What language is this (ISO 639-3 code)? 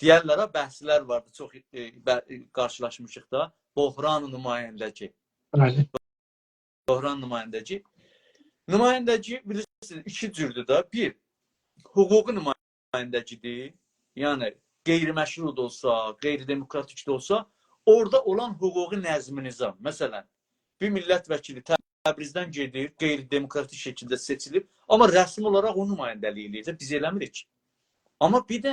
azb